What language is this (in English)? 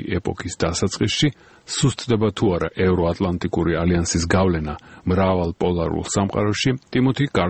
Georgian